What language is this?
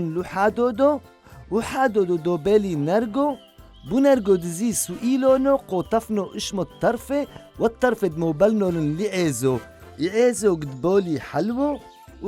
Turoyo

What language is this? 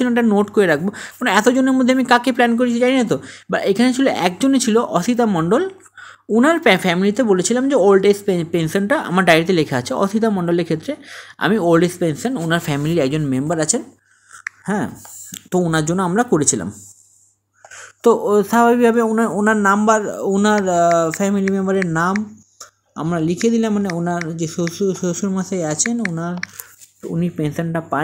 Bangla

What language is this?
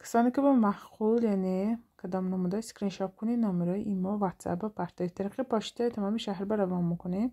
Tajik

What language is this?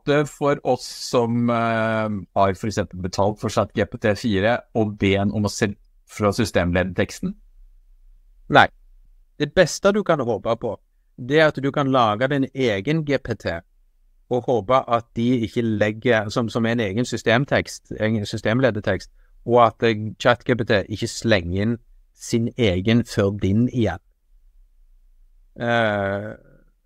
Norwegian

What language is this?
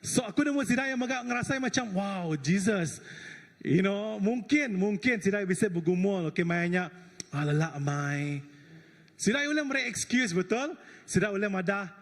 Iban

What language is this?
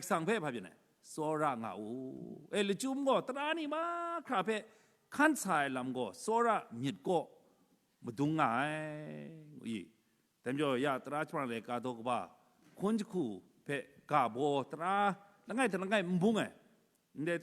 Kachin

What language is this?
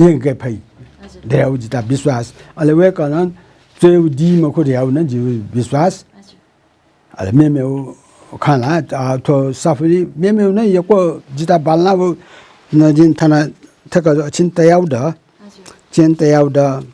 Newari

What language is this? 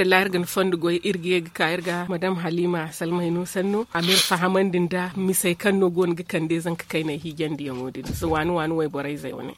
Zarma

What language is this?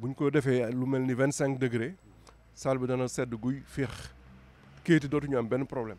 Wolof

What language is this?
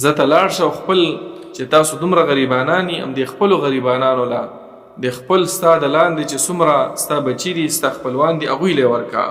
Pashto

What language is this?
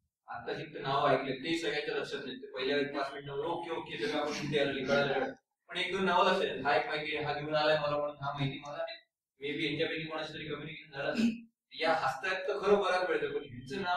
Marathi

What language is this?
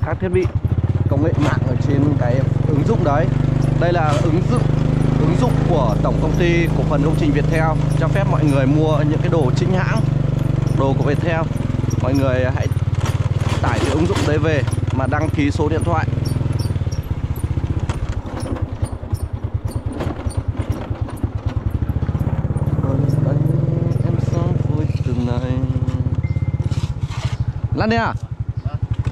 Vietnamese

